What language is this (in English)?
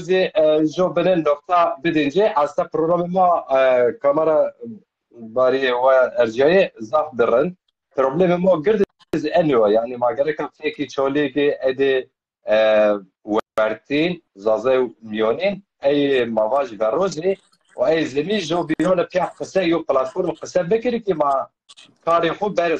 Zaza